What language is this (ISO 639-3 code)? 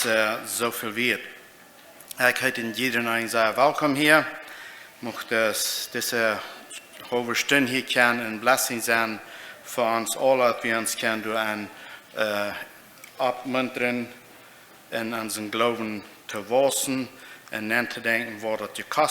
pdt